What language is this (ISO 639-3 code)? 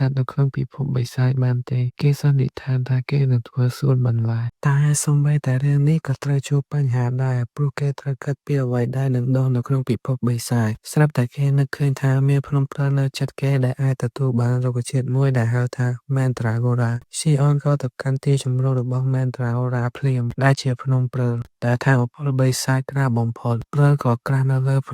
khm